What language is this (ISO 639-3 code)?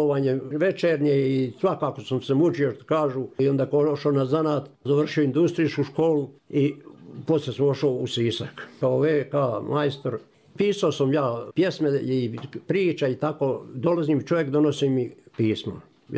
hrv